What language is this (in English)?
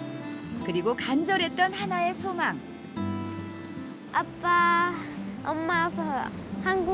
Korean